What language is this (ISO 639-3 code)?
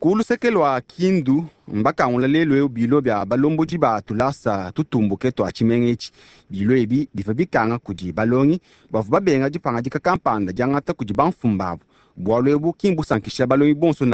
lua